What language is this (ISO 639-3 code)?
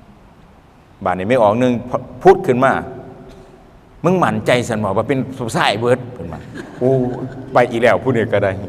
lao